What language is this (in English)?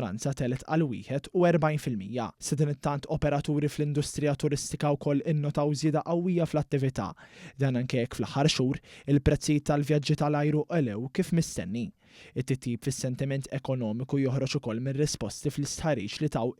Maltese